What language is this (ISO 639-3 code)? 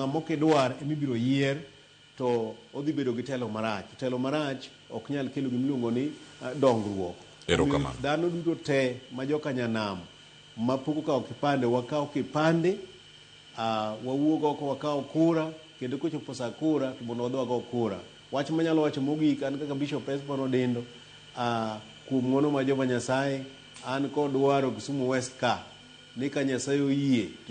luo